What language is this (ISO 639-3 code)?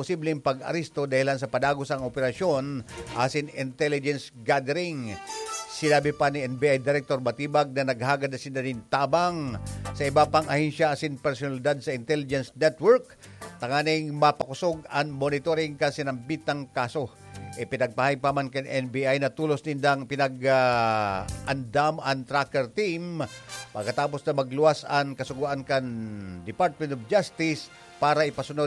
bik